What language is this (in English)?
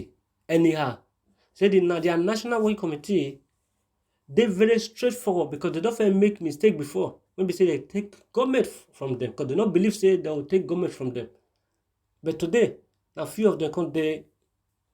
Nigerian Pidgin